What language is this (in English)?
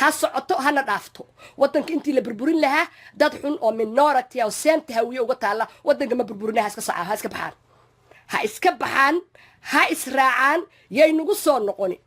Somali